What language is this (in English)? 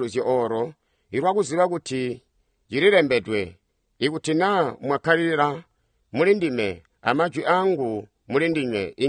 Tonga (Zambia)